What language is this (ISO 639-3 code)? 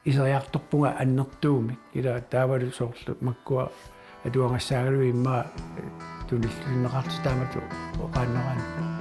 kal